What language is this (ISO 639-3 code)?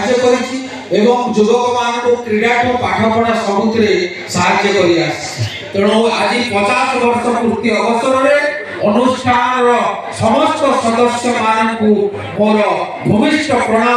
ori